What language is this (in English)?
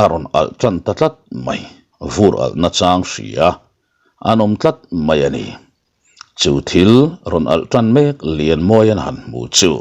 Mizo